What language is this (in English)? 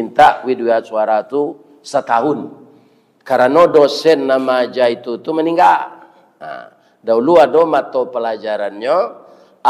Minangkabau